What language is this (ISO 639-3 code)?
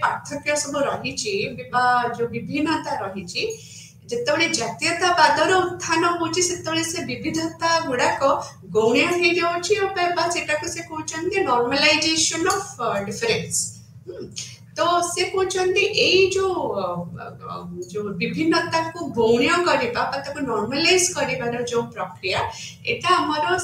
ori